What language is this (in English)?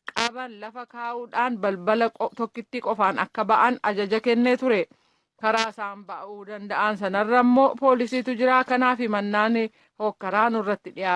Oromo